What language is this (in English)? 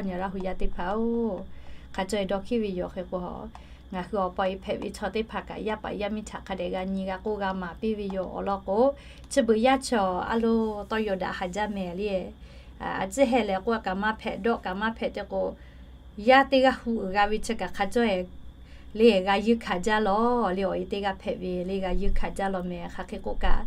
Lahu